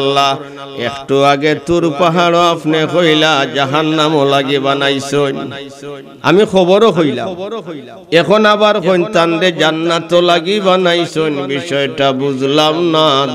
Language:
Sylheti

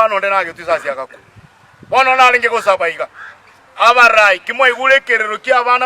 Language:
Gusii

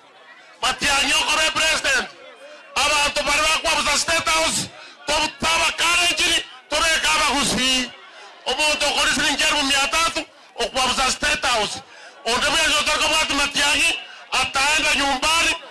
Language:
Gusii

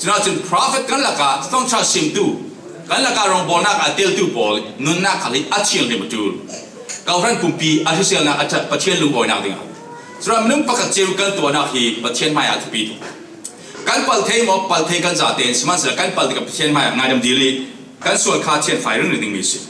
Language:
Falam Chin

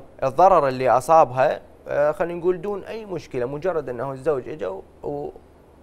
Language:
Mesopotamian Arabic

